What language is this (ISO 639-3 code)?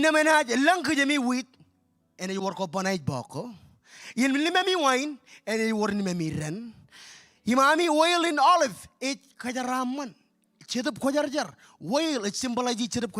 mah